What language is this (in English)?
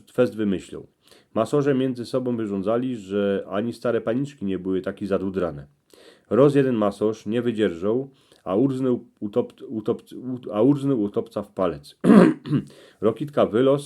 Silesian